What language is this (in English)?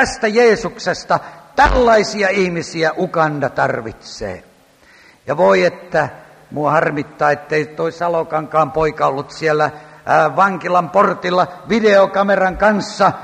Finnish